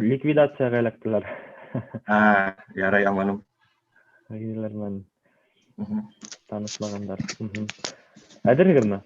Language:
Bashkir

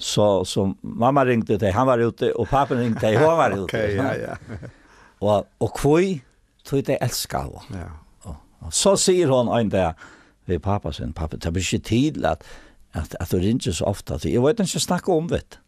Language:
Faroese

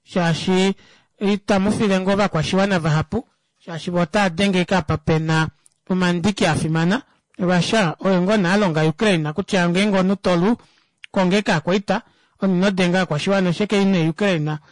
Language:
Kuanyama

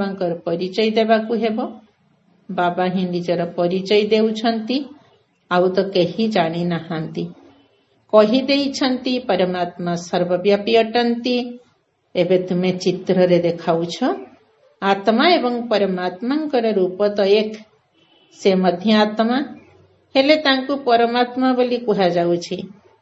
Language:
Odia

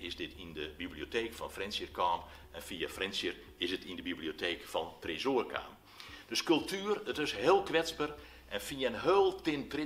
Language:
Western Frisian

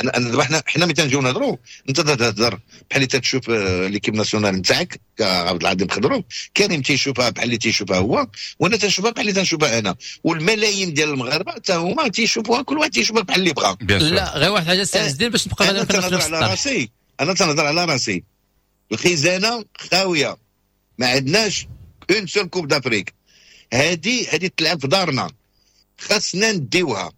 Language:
Moroccan Arabic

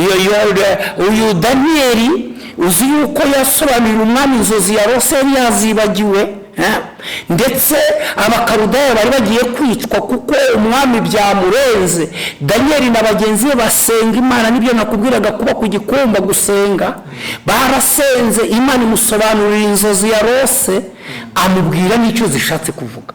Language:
Kinyarwanda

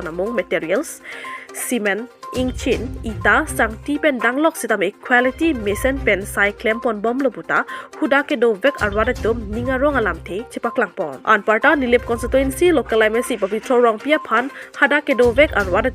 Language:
Karbi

